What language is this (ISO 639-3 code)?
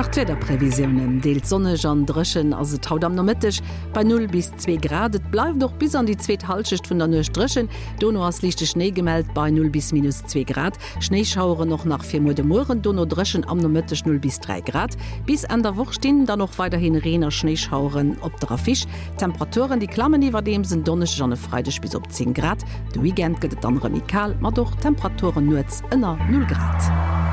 ltz